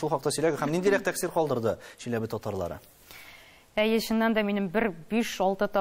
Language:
Tatar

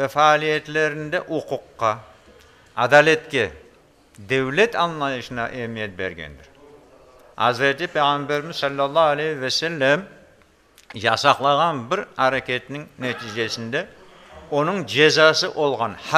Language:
Crimean Tatar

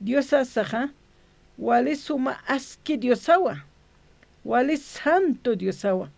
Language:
Aymara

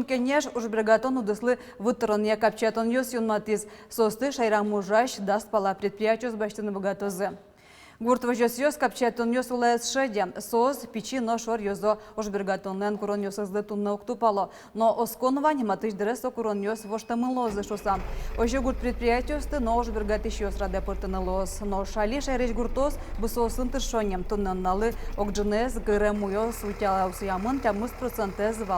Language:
Udmurt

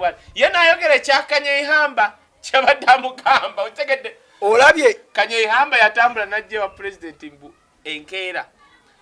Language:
Ganda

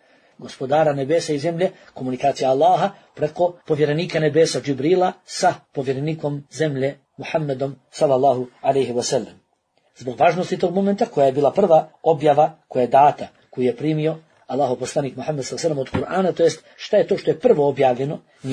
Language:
Bosnian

